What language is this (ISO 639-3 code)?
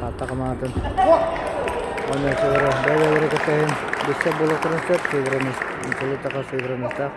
sah